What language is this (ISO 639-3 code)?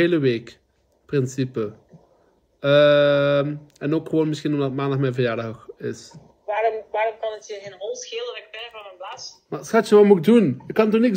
nld